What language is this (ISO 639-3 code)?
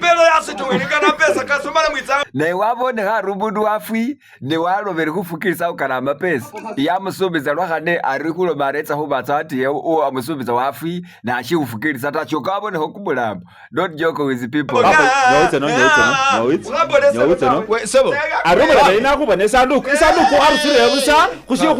myx